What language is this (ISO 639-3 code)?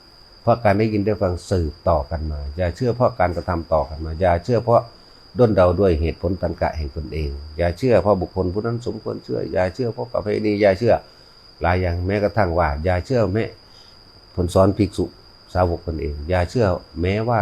tts